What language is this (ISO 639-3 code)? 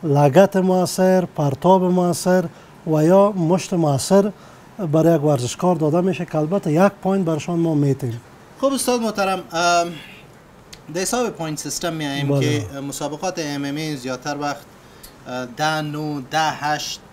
fas